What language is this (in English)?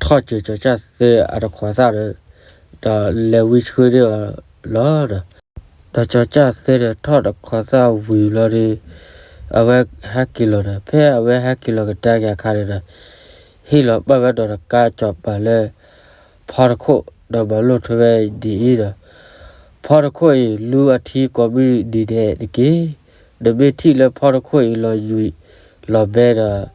S'gaw Karen